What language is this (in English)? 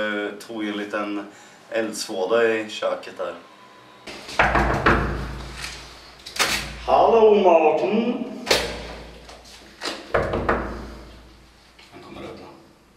Swedish